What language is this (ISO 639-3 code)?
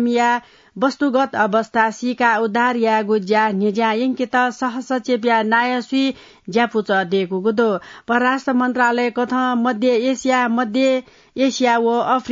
new